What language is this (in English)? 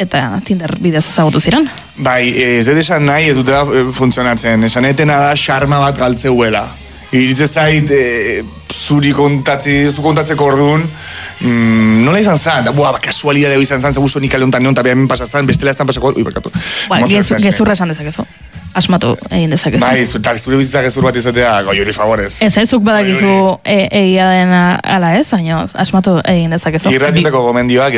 Basque